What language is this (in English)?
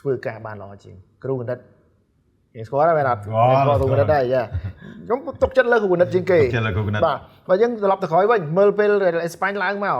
Khmer